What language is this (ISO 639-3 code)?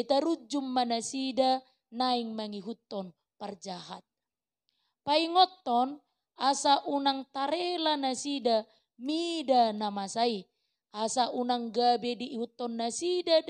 bbc